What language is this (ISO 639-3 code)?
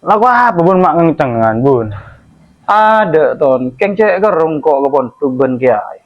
mad